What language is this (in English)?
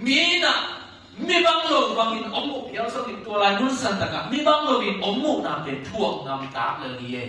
Tedim Chin